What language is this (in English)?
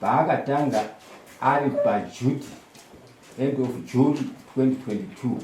Shona